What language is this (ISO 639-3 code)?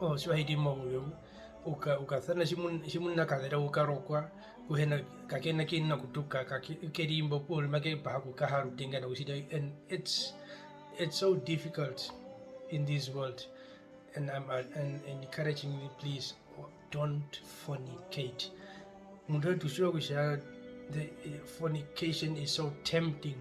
her